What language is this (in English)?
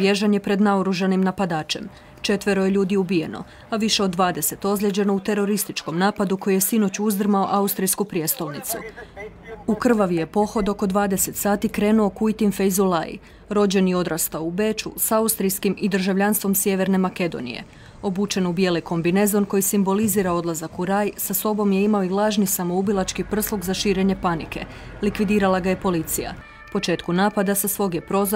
Croatian